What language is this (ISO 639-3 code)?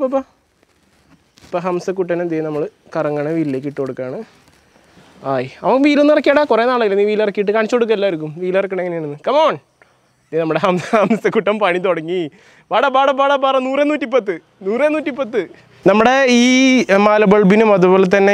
mal